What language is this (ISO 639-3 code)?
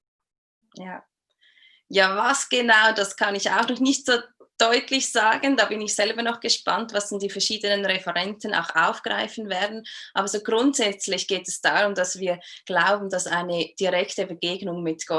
gsw